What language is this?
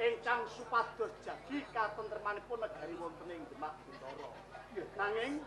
Javanese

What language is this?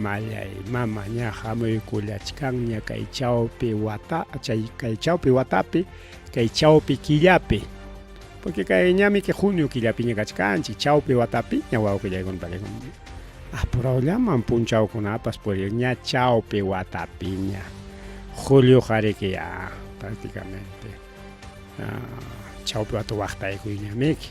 Ayacucho Quechua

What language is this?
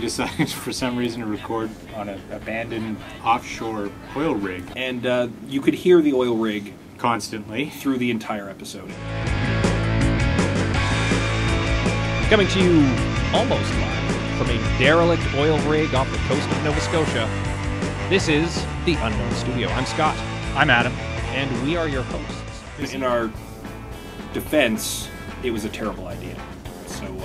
English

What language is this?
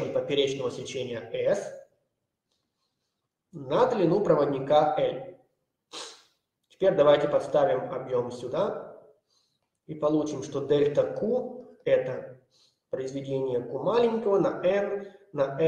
Russian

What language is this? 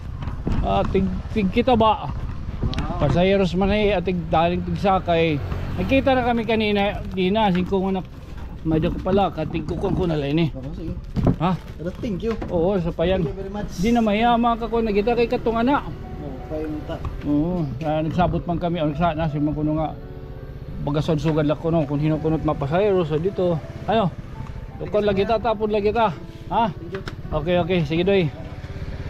Waray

